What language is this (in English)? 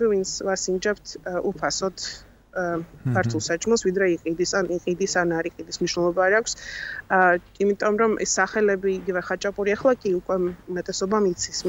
Georgian